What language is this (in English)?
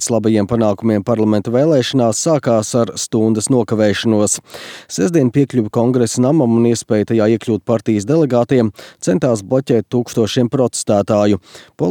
Latvian